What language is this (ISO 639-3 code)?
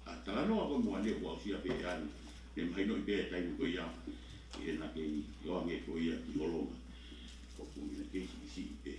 ton